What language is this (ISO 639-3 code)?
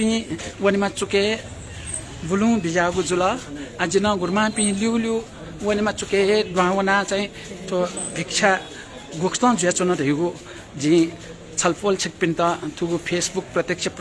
new